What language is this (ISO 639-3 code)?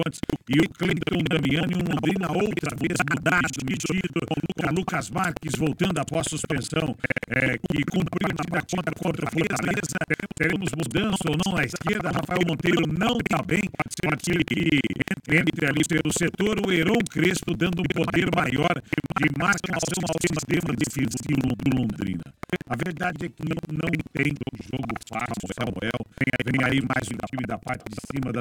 por